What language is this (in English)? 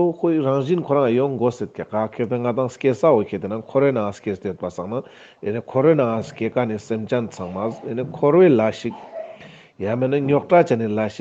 Ladakhi